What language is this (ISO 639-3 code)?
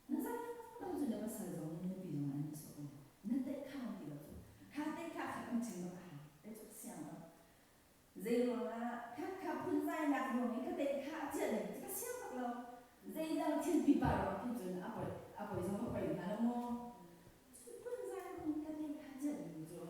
cnh